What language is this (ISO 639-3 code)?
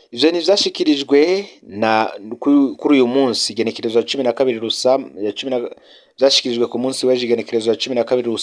run